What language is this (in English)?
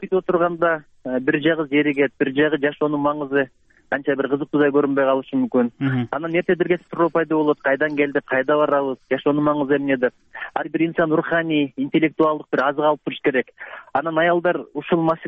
Kyrgyz